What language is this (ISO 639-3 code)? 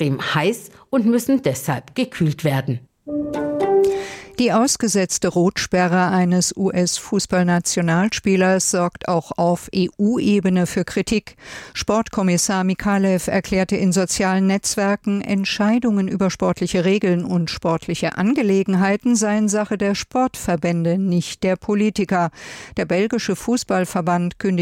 deu